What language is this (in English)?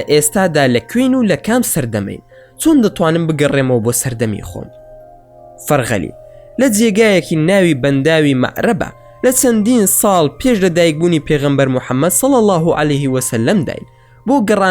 Central Kurdish